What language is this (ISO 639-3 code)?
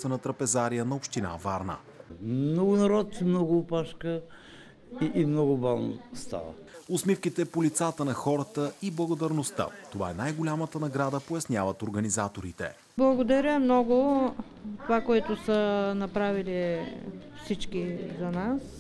bul